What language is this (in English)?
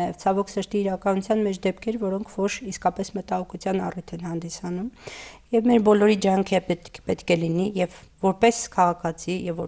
Armenian